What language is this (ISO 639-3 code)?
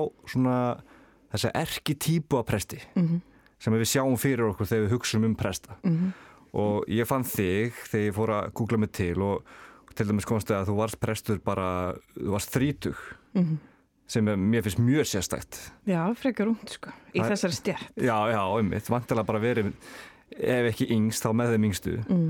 isl